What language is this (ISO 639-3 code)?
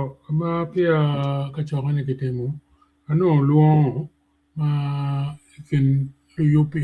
ach